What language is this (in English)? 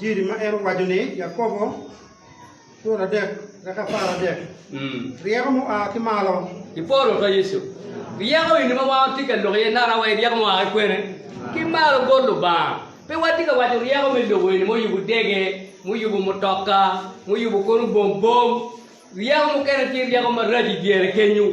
Acoli